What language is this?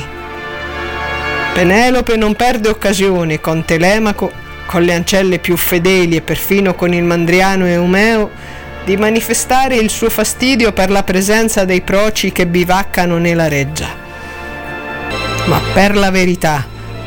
Italian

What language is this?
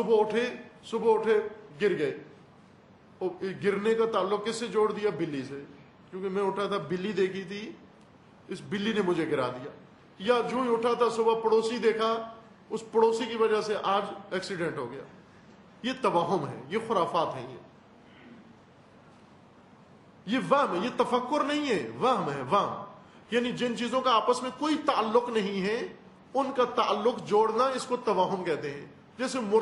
Urdu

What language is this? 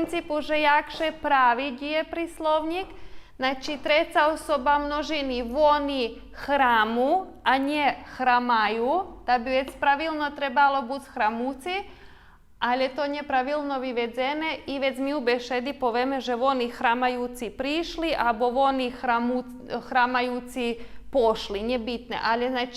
Rusyn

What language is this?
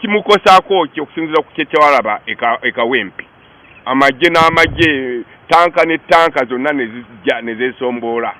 Ganda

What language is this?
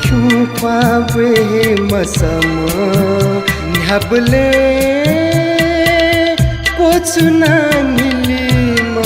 Newari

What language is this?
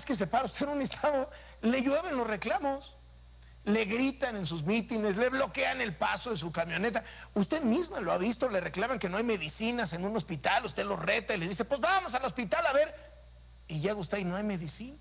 Spanish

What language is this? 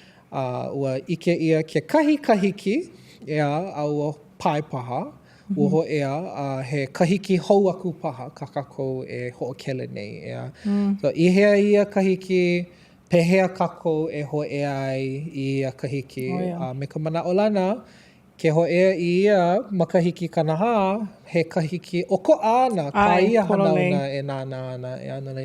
Hawaiian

